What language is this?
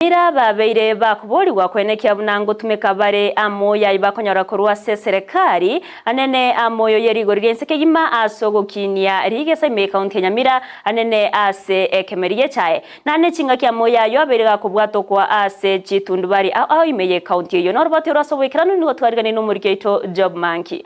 Gusii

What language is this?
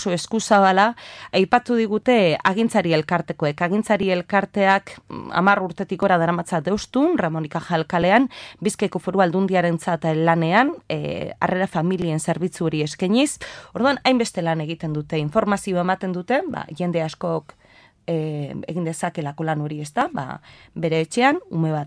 Basque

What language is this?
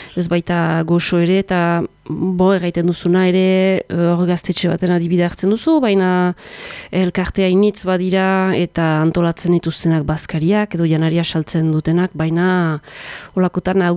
Basque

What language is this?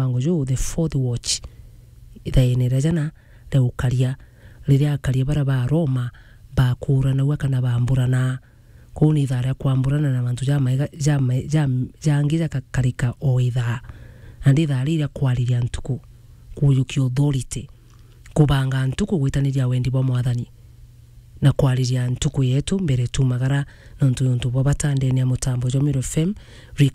Meru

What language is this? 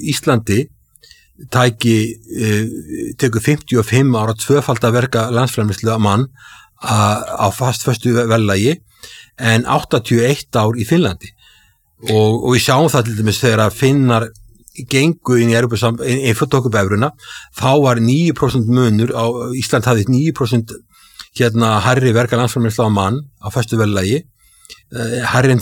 Icelandic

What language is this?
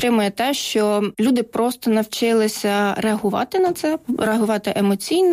Ukrainian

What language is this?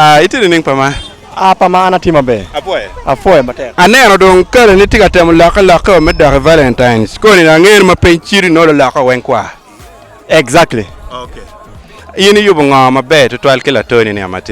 Acoli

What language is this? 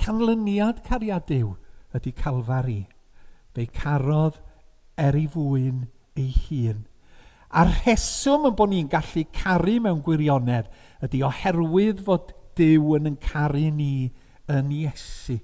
Welsh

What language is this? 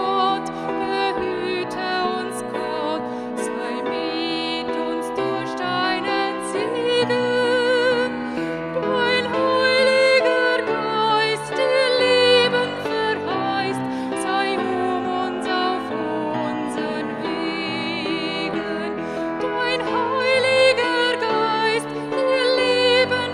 Swiss German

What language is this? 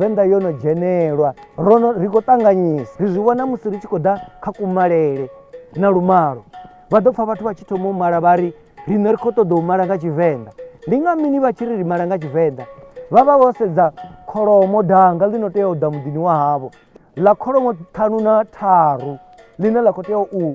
Venda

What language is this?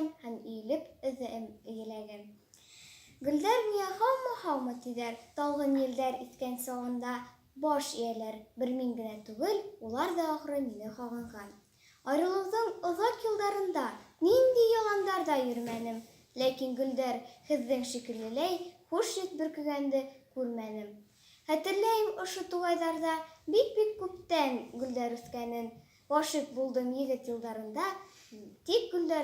Bashkir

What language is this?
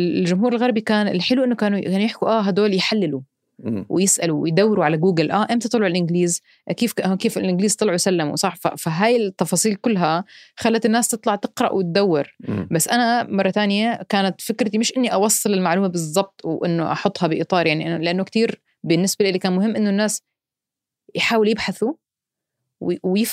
North Levantine Arabic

